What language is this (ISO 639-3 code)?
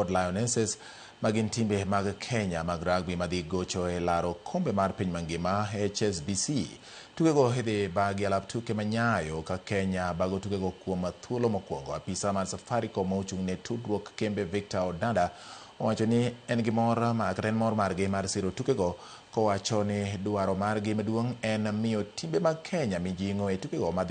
luo